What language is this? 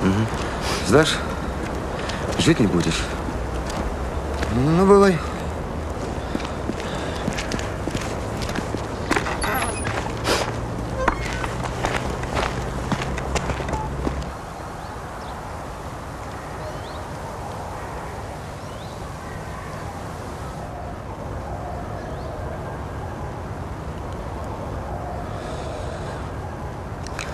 Russian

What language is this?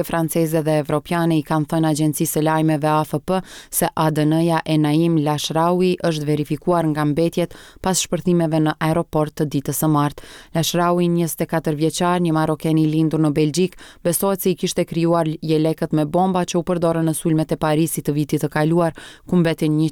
Albanian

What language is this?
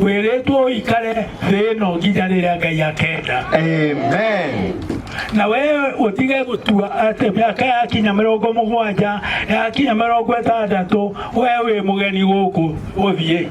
Kikuyu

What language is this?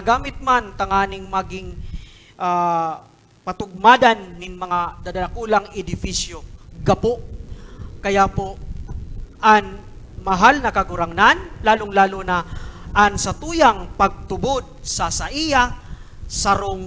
Bikol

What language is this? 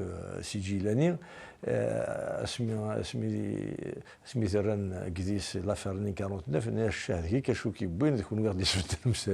Kabyle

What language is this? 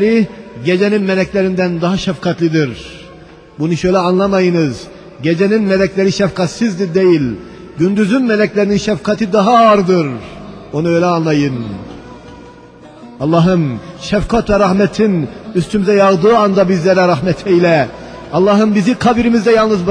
Turkish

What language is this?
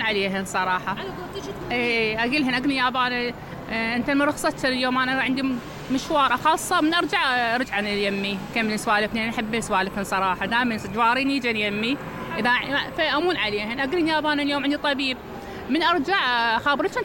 Mesopotamian Arabic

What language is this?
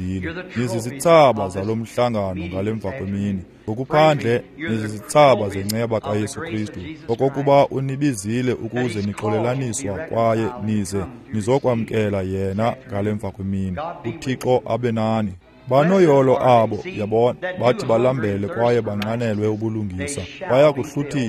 Xhosa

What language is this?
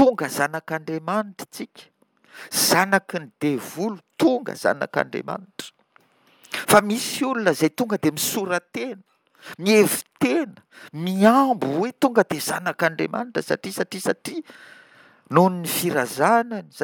Malagasy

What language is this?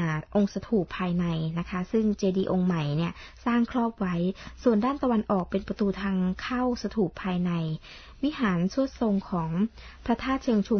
Thai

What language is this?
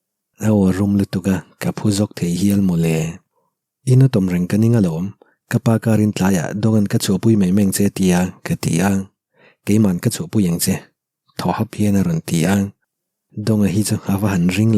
Mizo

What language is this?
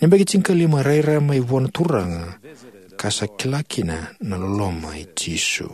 Fijian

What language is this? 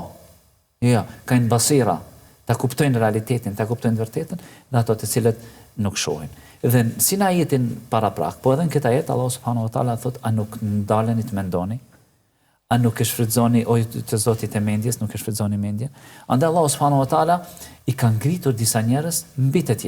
Albanian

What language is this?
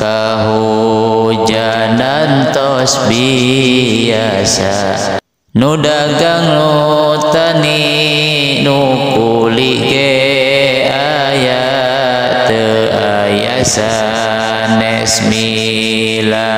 Sundanese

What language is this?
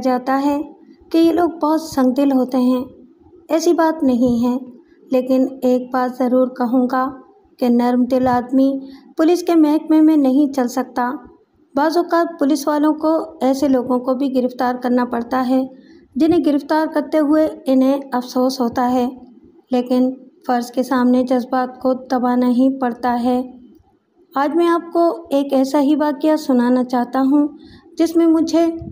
Urdu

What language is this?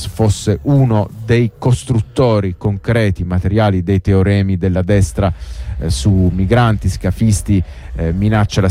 Italian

